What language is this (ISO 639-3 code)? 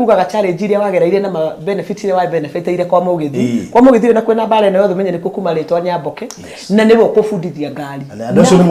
kik